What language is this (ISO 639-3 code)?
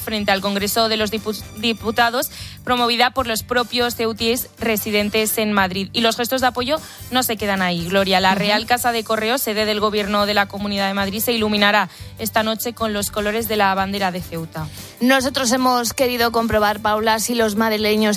spa